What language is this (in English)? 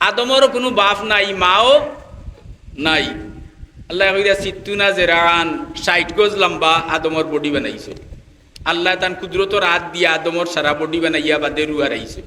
Sylheti